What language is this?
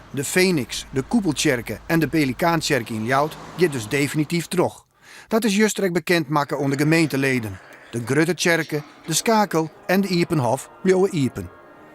Western Frisian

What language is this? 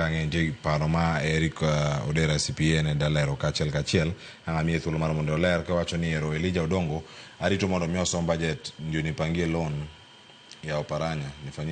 Luo (Kenya and Tanzania)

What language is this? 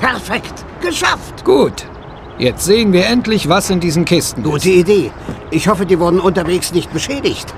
Bavarian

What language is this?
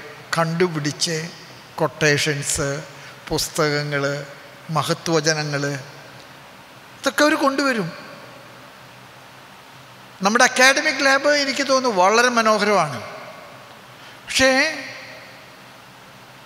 Malayalam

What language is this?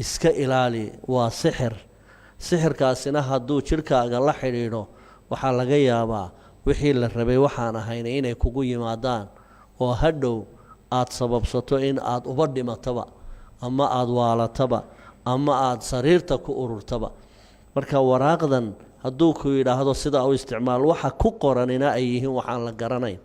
Somali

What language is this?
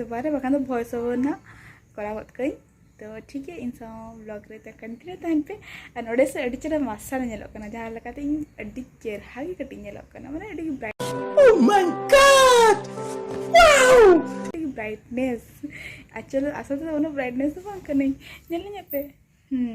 Santali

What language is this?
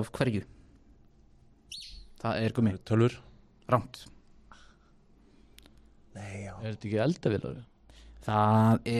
Icelandic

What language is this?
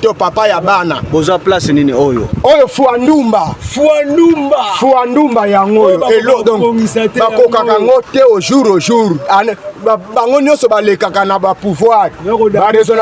Lingala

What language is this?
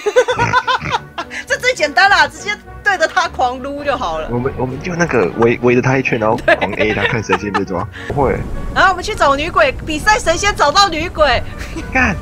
Chinese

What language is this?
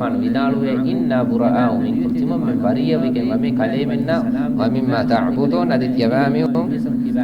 Divehi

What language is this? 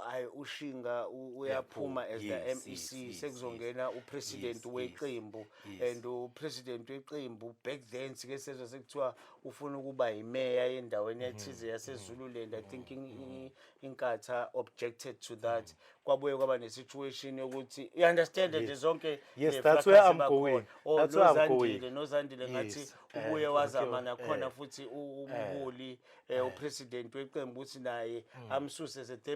Zulu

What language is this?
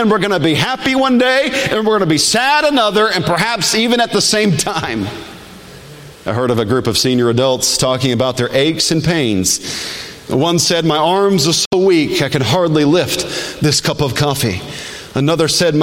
English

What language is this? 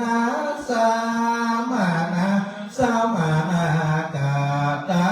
Pali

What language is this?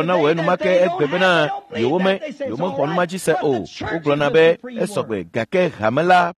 Ewe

